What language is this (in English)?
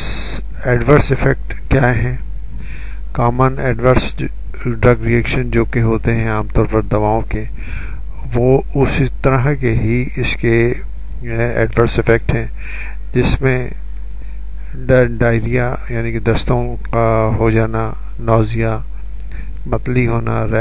Urdu